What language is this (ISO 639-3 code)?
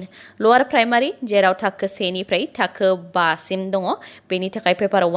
brx